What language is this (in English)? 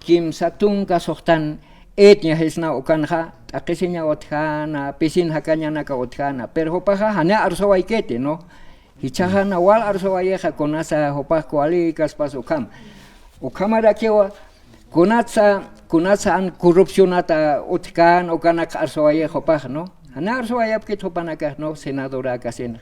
Aymara